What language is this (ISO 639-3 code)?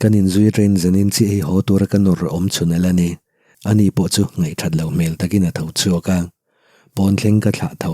lus